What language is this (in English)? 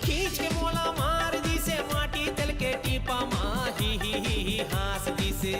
Chhattisgarhi